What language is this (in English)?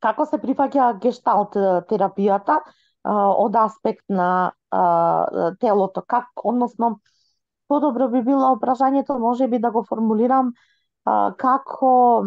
Macedonian